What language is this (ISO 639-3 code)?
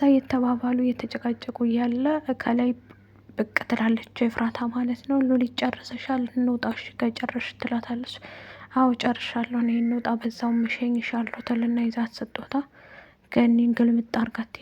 amh